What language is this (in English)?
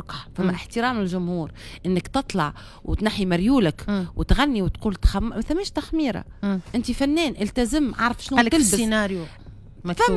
Tunisian Arabic